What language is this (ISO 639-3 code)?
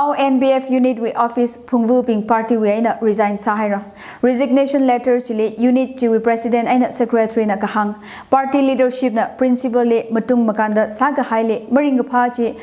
nmf